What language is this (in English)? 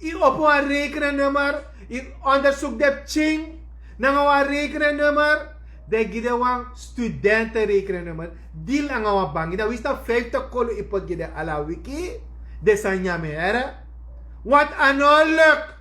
Sranan Tongo